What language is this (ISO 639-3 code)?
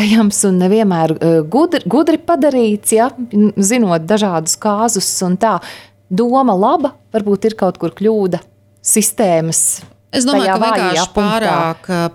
lav